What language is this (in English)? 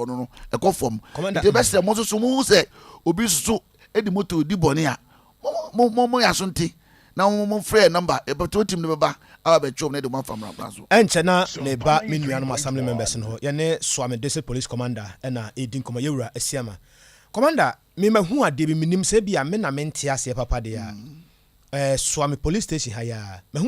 Akan